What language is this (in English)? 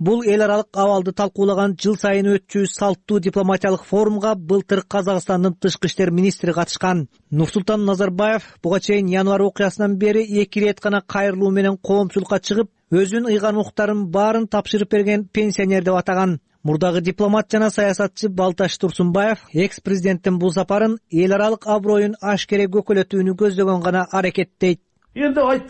Kyrgyz